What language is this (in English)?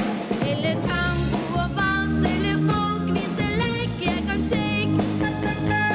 Norwegian